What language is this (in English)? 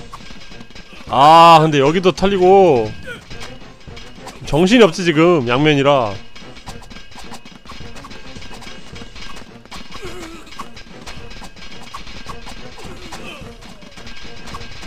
Korean